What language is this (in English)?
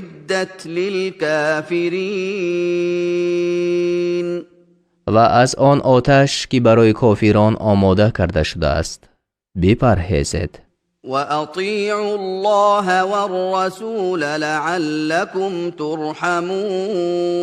Tajik